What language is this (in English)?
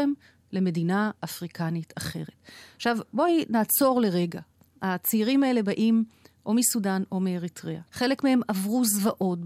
Hebrew